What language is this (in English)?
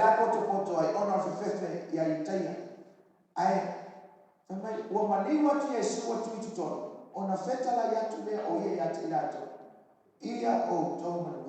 Samoan